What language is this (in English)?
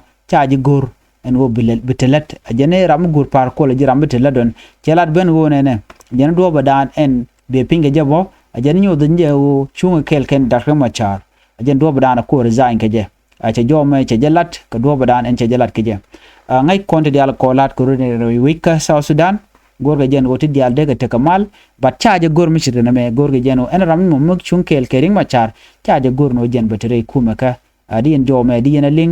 Nuer